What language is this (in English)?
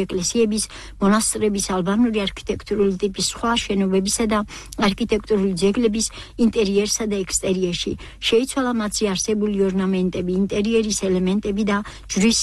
Georgian